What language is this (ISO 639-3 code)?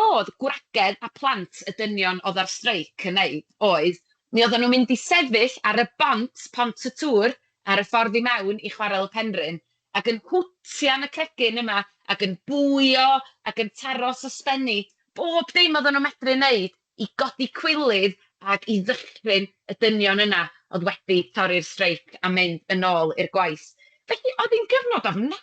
cym